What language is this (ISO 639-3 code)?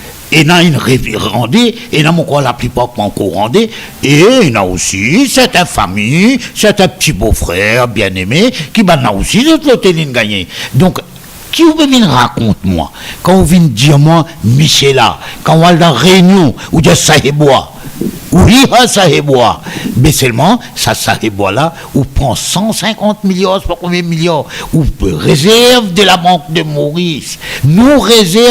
mfe